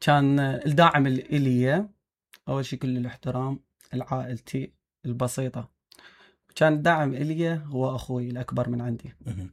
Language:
Mesopotamian Arabic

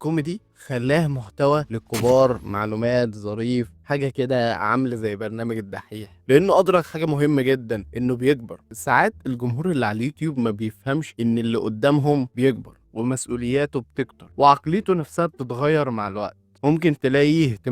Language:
Egyptian Arabic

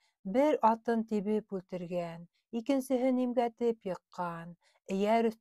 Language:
Bashkir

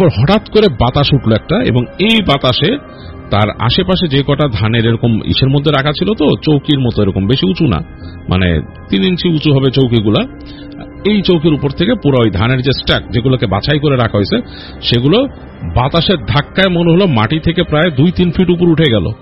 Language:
Bangla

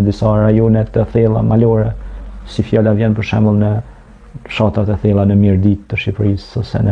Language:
Albanian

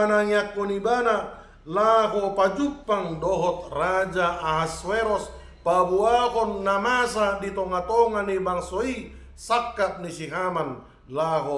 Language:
Batak Toba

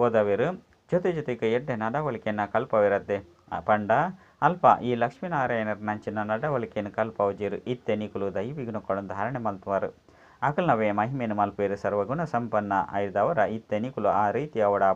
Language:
Tulu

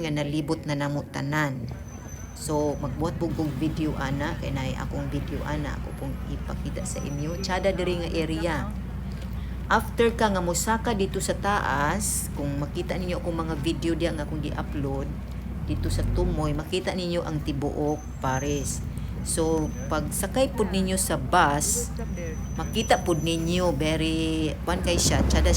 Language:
Cebuano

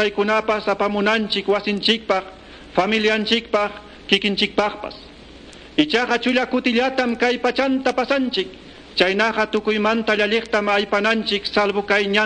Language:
Quechua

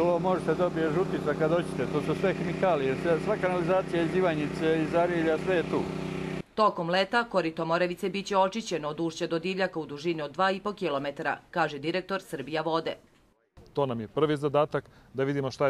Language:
Serbian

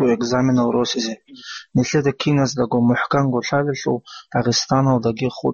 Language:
Avaric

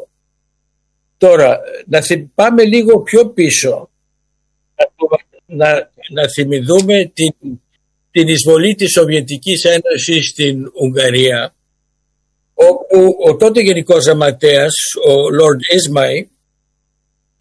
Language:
Greek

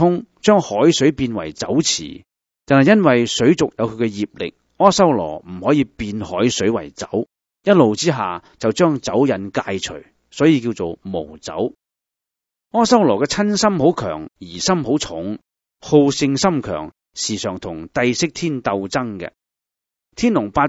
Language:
Cantonese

